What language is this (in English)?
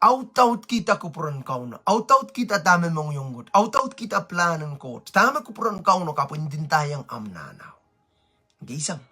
Pohnpeian